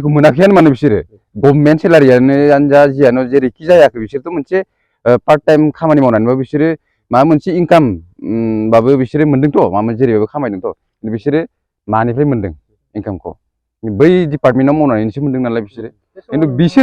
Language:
Bodo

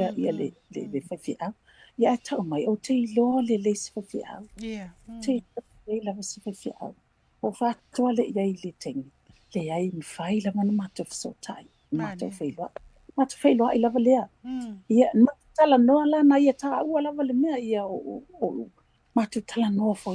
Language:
Samoan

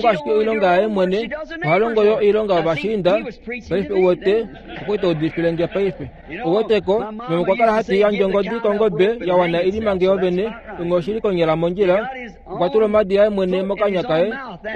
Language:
Kuanyama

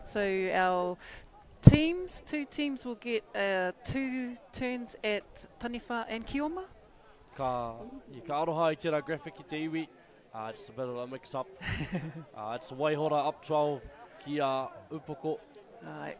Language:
Māori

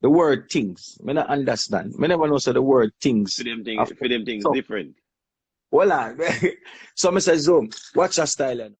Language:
Jamaican Creole English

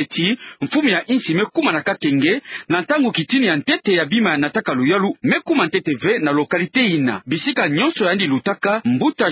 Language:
Kituba (Democratic Republic of Congo)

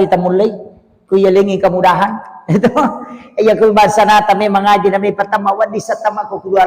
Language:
Buginese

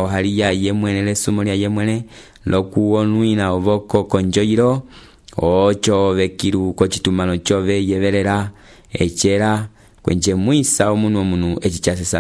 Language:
Umbundu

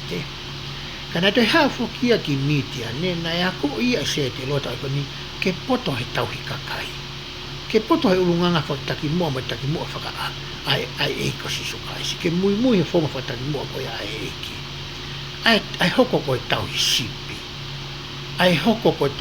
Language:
Tongan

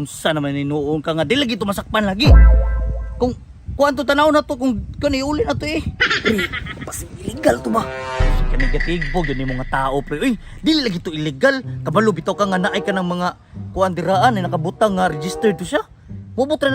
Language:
Cebuano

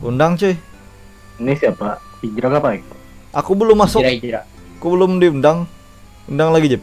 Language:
Banjar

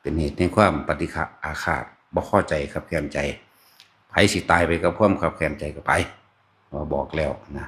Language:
Northeastern Thai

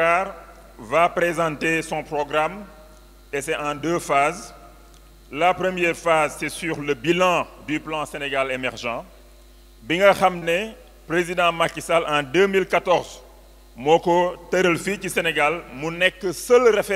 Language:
Wolof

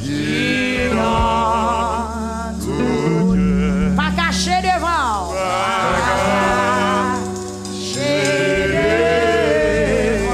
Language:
Haitian Creole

